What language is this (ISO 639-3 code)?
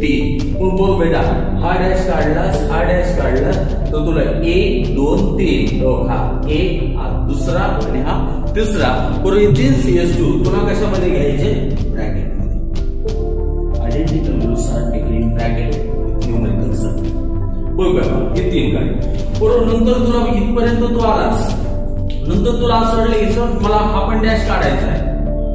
mar